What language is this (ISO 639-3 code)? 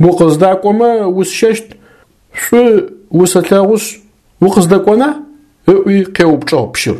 ady